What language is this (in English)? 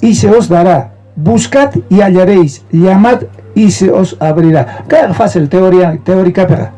South Bolivian Quechua